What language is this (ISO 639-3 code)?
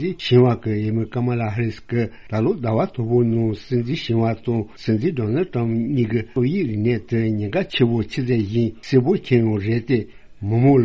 bod